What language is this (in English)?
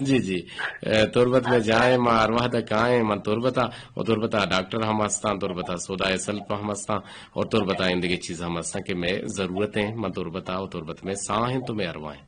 Eastern Balochi